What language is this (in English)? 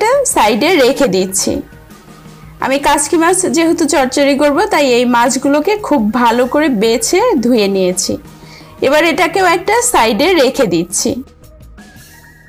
Bangla